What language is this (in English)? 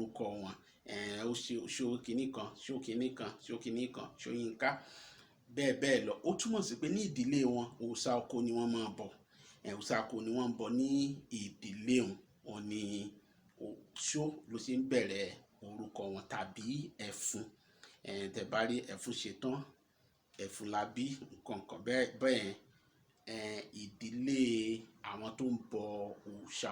Yoruba